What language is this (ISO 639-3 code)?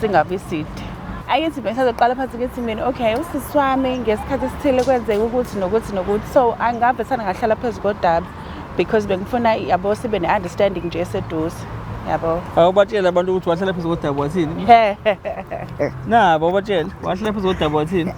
zul